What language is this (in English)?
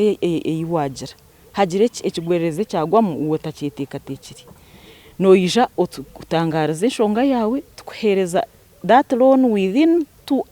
Nyankole